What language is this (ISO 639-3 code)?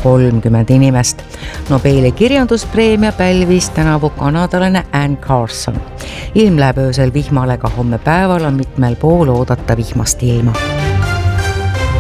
est